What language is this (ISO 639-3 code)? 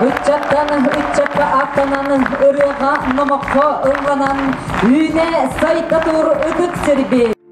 sah